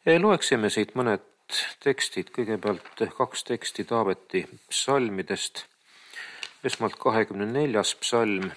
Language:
Estonian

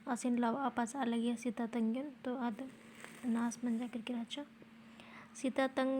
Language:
Kurukh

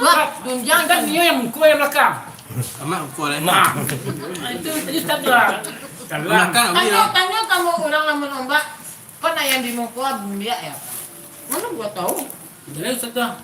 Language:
Minangkabau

